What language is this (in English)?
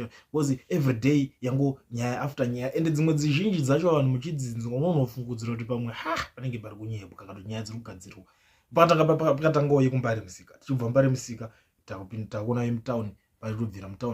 Shona